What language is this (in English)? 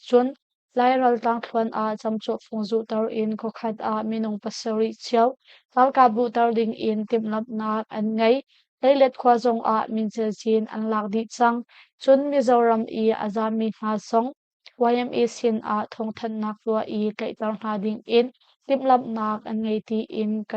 Hakha Chin